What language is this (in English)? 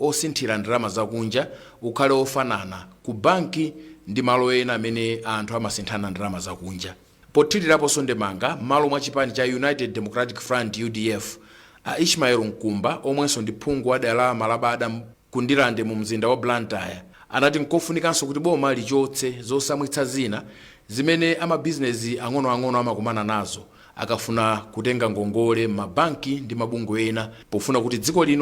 Nyanja